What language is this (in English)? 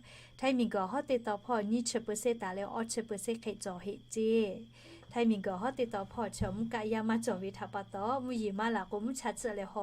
Lahu